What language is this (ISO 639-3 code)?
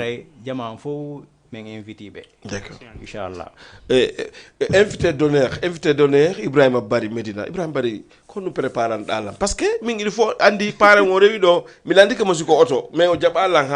ful